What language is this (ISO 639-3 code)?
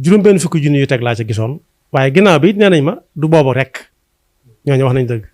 wol